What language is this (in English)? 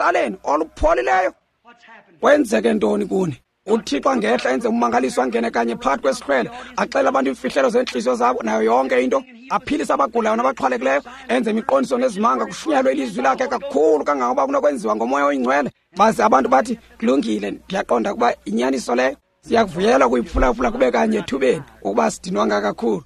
Xhosa